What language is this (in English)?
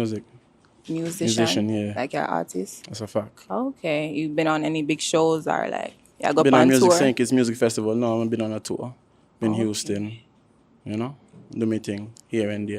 Jamaican Creole English